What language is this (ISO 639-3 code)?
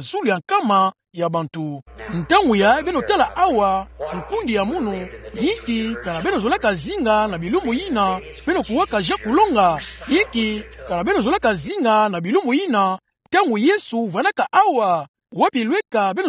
ktu